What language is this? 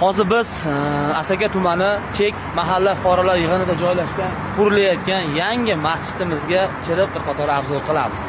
Uzbek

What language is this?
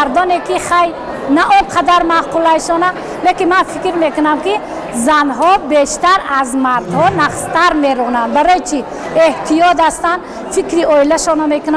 Tajik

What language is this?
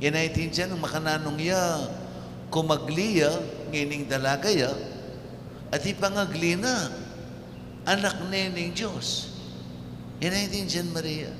Pampanga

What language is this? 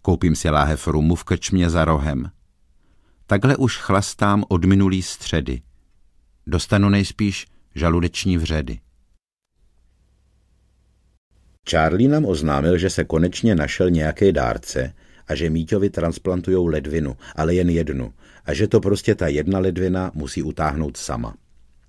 Czech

